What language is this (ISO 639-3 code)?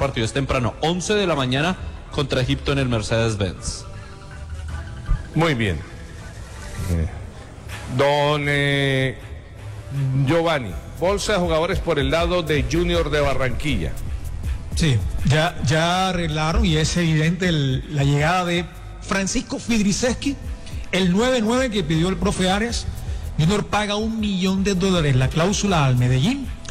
spa